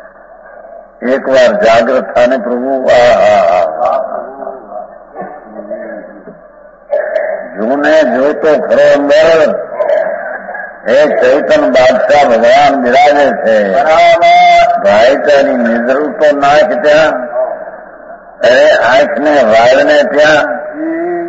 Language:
Gujarati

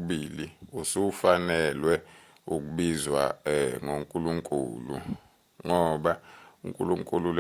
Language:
Zulu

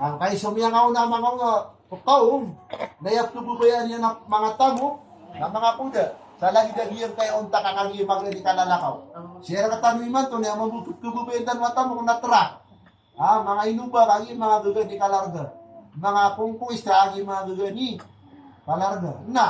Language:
Maranao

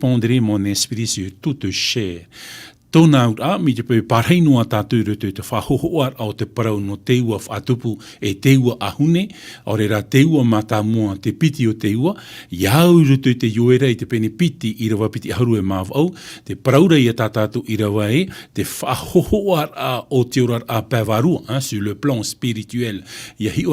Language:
Tahitian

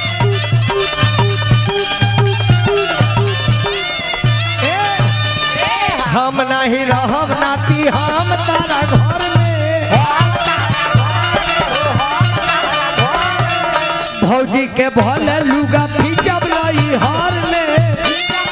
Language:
Bhojpuri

